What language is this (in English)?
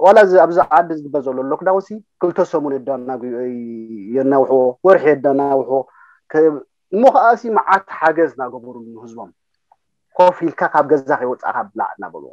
Tigrinya